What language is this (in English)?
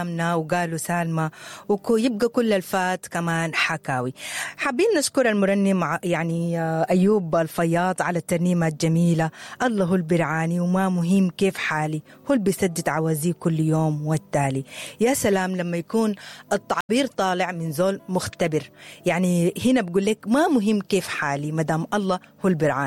Sudanese Arabic